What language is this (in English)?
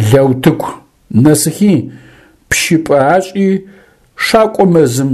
Adyghe